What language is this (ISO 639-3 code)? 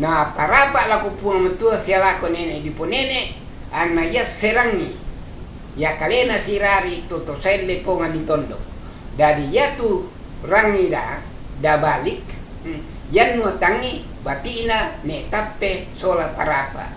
sda